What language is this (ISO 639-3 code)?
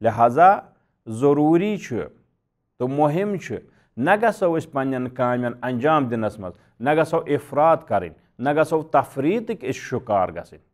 kas